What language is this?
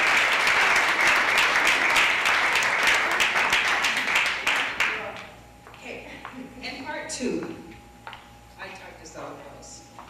English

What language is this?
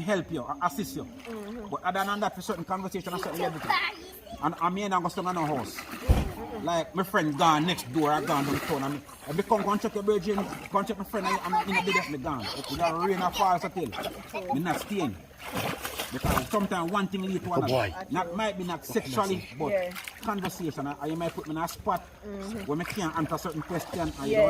Jamaican Creole English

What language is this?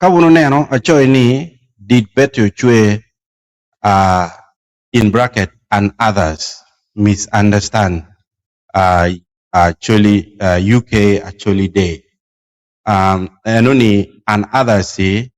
Acoli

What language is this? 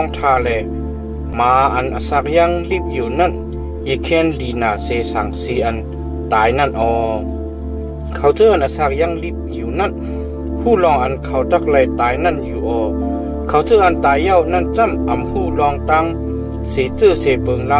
Shan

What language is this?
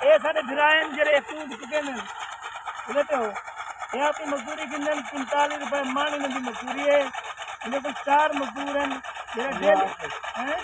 Saraiki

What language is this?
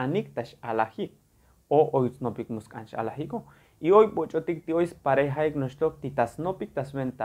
Tzotzil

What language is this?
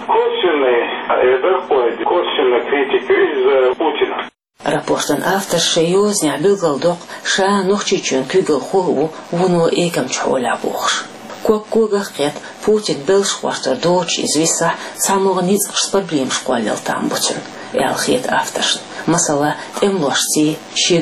Chechen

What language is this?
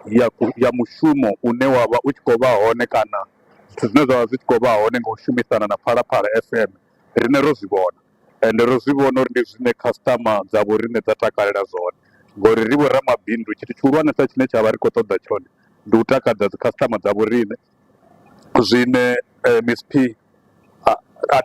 Venda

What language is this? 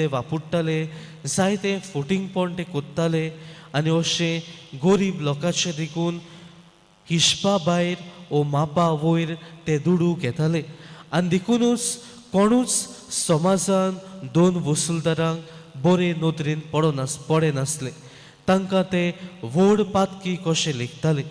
Konkani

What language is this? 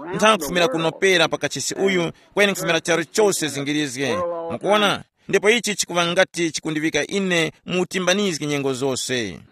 Tumbuka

